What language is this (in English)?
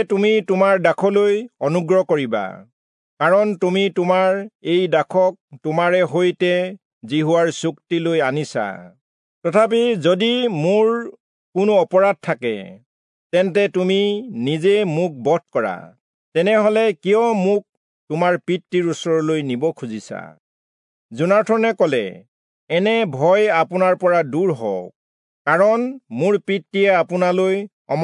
Assamese